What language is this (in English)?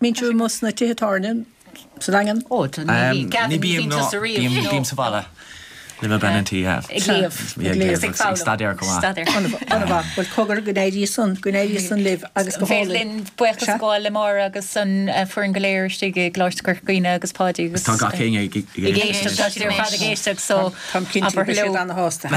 Irish